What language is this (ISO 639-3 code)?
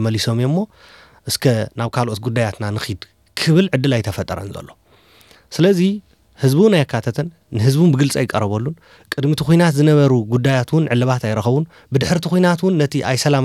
tir